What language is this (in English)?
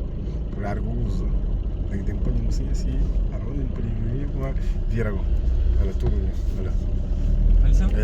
Kabuverdianu